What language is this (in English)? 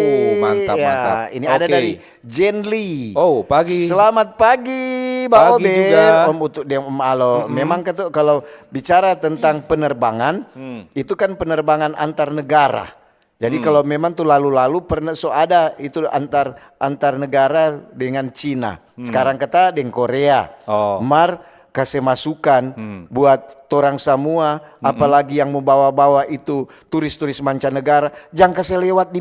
Manado Malay